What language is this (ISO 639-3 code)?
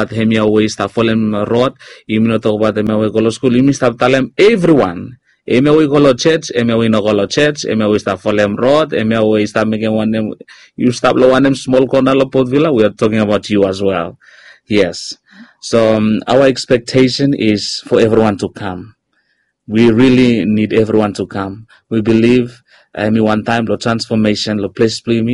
bis